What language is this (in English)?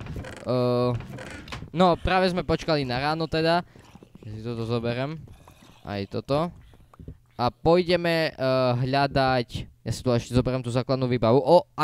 Slovak